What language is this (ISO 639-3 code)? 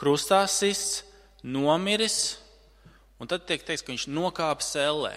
lav